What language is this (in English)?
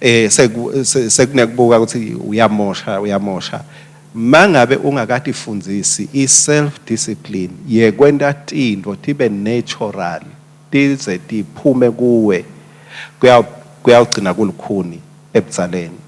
Swati